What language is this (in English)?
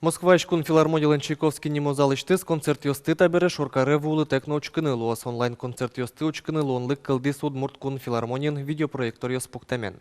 Udmurt